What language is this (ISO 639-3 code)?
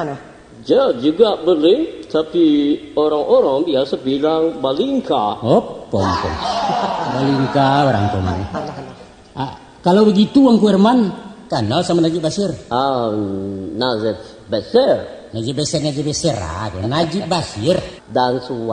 min